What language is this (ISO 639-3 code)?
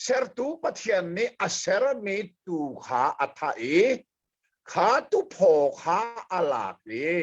cnh